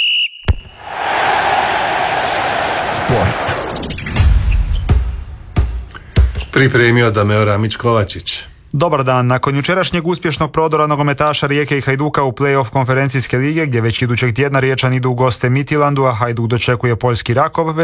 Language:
Croatian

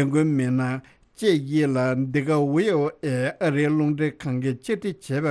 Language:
Tibetan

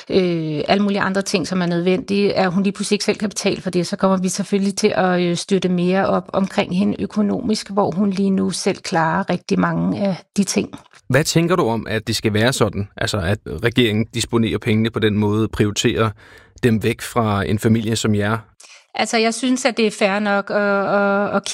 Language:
Danish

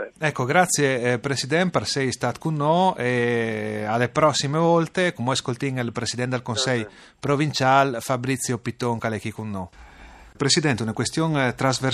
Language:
Friulian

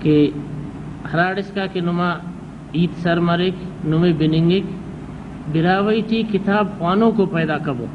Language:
Brahui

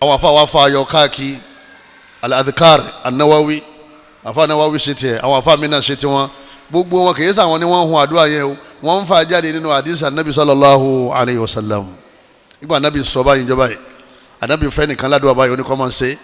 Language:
Yoruba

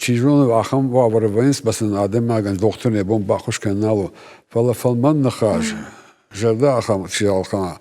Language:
Ossetic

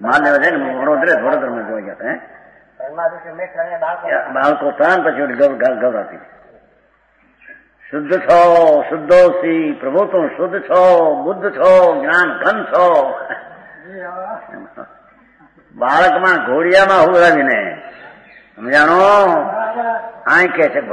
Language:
Gujarati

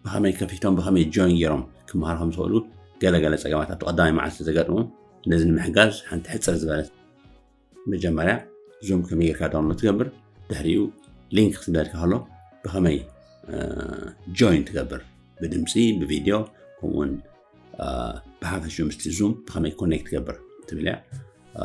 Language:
Tigrinya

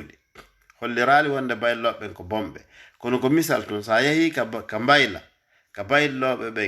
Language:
Fula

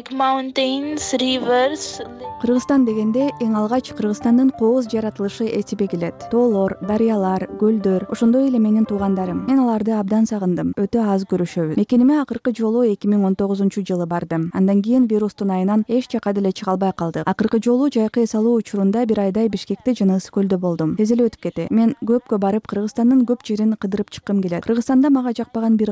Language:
Kyrgyz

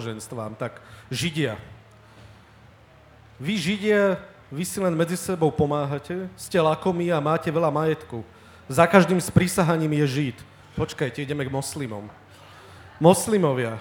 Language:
Slovak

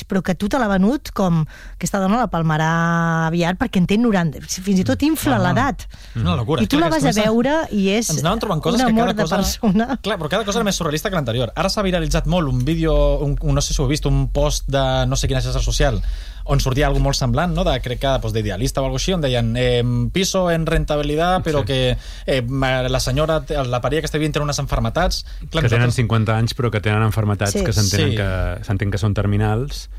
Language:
Catalan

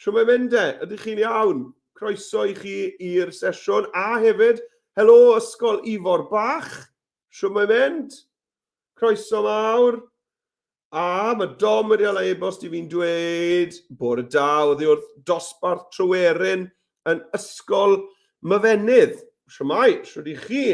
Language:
Welsh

